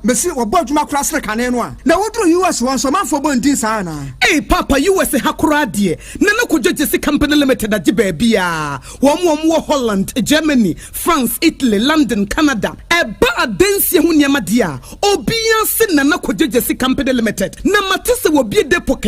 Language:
Akan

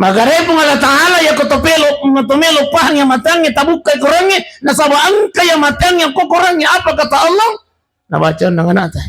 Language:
Buginese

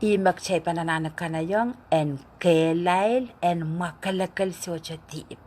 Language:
Pohnpeian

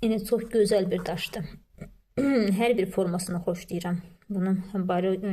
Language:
Azerbaijani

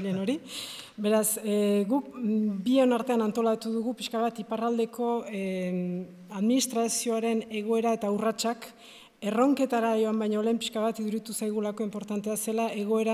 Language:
Basque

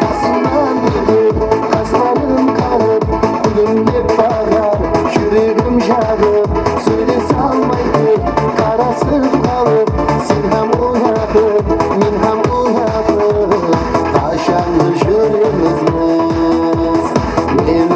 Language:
Kara-Kalpak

